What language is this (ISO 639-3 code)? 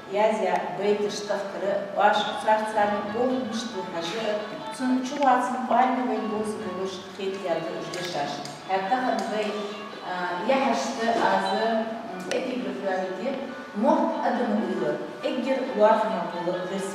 inh